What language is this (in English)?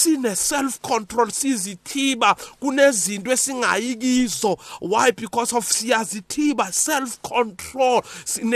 South Ndebele